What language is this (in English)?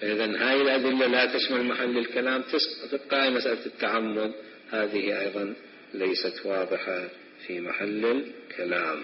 Mesopotamian Arabic